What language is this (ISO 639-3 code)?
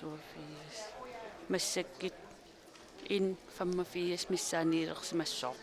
kal